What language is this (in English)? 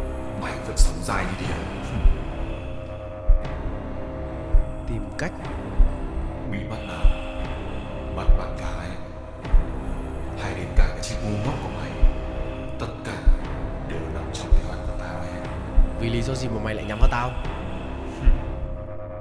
Vietnamese